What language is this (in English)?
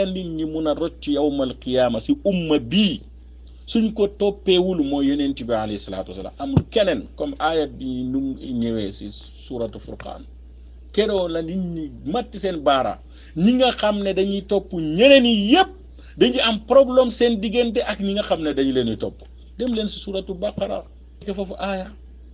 Wolof